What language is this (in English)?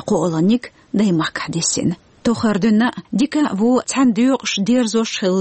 Chechen